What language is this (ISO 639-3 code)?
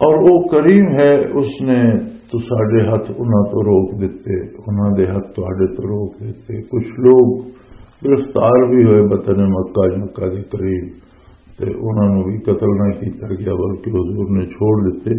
lah